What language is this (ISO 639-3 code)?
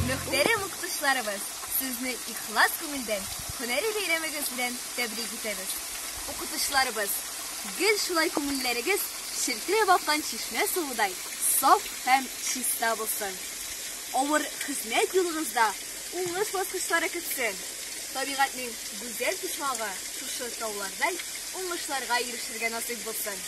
tat